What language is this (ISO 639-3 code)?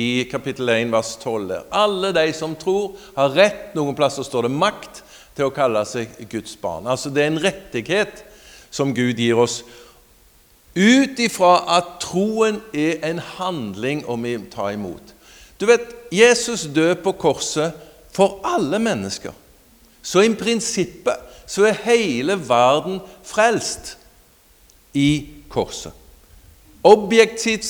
nor